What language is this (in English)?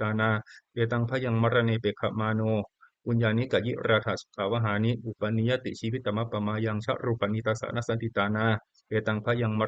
Pali